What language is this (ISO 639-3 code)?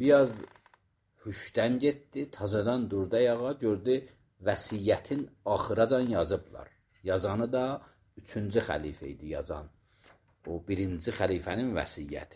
aze